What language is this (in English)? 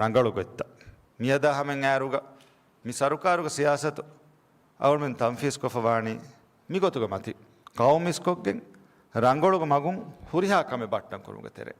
Divehi